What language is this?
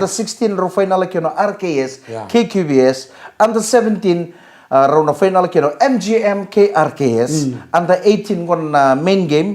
Fijian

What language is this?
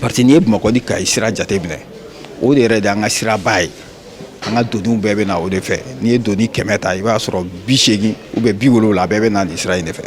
Bambara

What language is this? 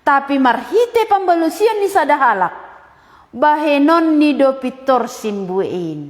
Batak Simalungun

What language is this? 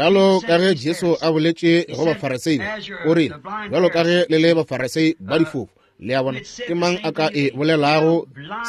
Northern Sotho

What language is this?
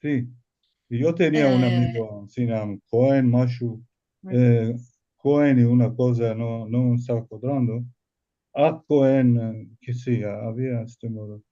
Ladino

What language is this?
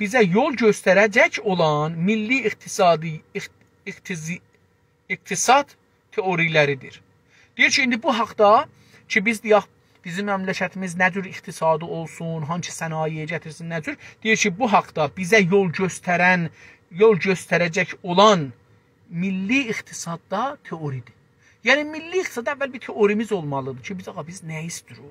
South Azerbaijani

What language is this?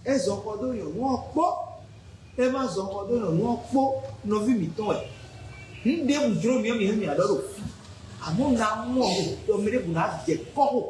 Fon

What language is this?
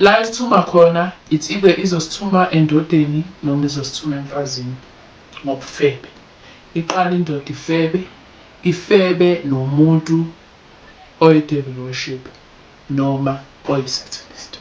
Zulu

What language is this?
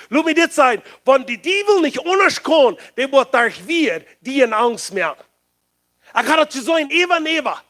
Plautdietsch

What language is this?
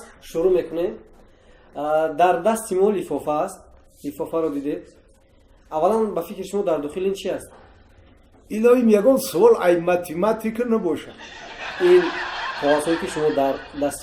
Tajik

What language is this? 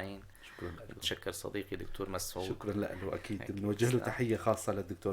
North Levantine Arabic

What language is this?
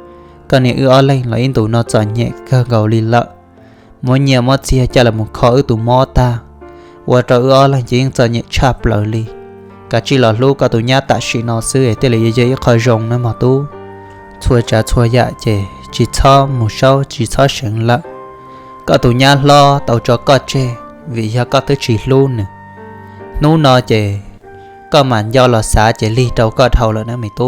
Hmong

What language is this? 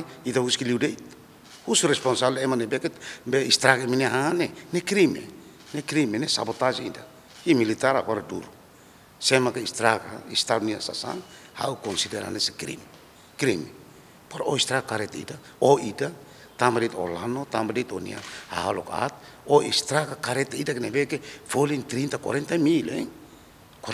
Tetum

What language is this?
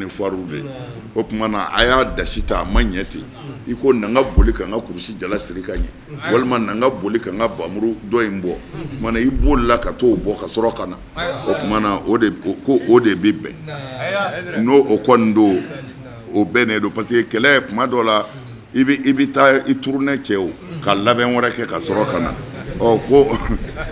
Bambara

